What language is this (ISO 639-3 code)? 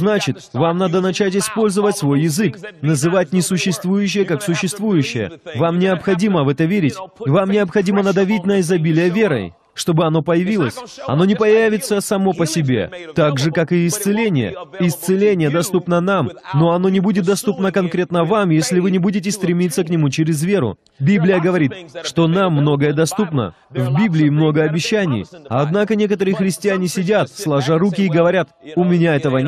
rus